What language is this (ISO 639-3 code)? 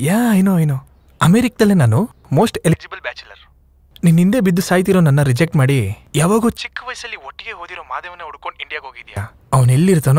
kan